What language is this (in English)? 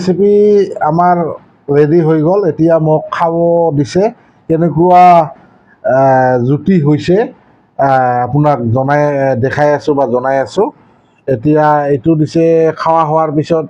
Assamese